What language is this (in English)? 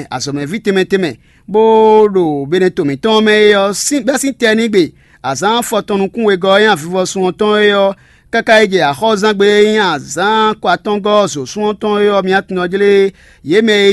Fon